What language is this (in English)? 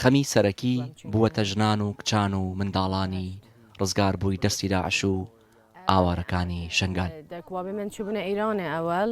Kurdish